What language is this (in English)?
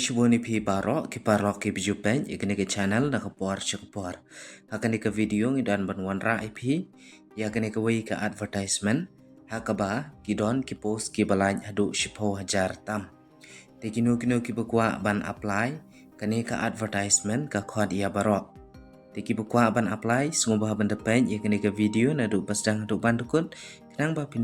Khasi